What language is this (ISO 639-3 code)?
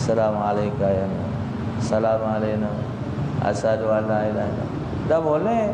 mui